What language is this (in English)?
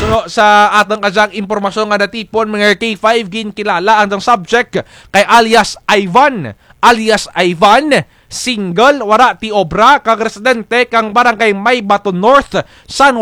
Kinaray-a